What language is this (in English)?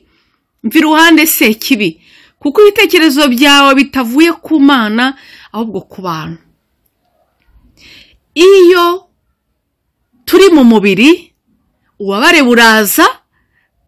Kinyarwanda